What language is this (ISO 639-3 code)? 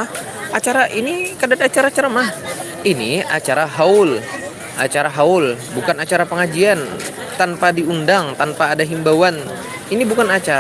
bjn